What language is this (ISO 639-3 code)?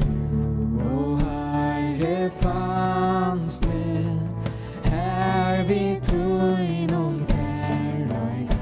fao